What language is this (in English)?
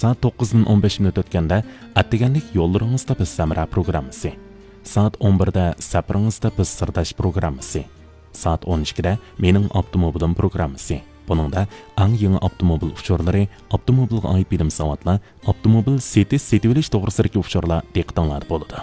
Uyghur